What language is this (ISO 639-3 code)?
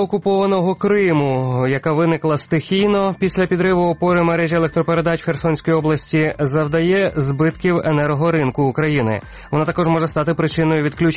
ukr